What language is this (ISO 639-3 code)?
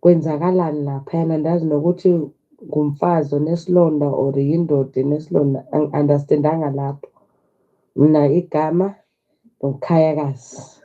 zul